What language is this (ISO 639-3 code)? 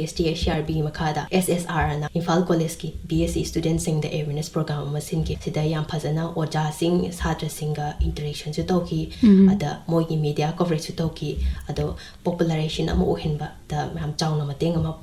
mni